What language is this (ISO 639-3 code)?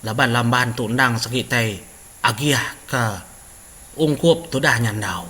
iba